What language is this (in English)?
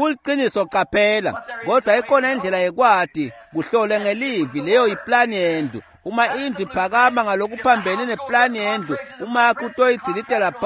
Swati